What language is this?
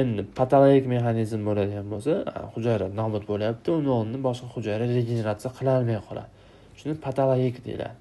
Uzbek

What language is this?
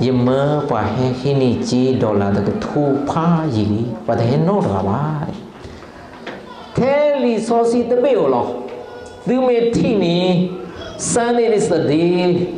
S'gaw Karen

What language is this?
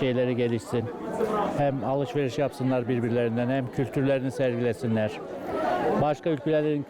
Gagauz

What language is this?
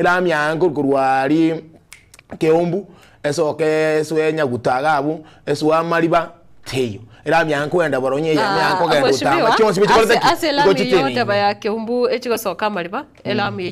Gusii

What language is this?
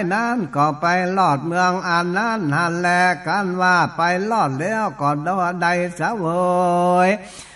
Northern Thai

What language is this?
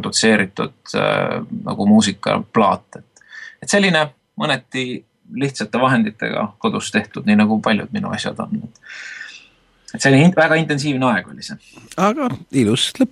Estonian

